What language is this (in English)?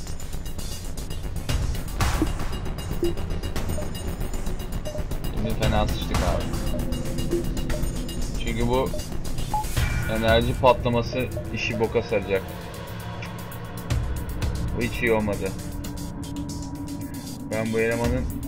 Turkish